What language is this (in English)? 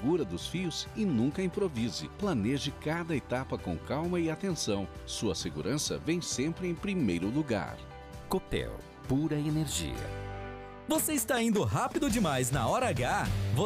Portuguese